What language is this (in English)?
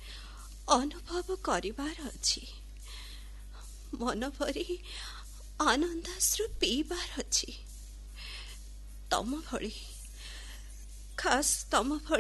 Odia